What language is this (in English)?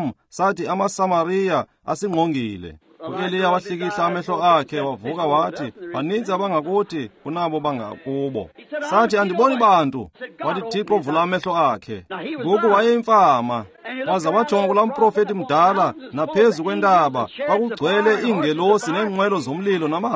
Xhosa